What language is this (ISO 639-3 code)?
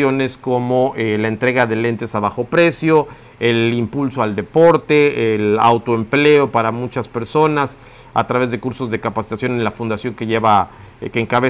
spa